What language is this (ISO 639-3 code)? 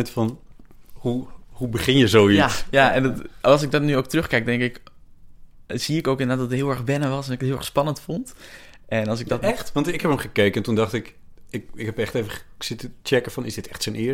nld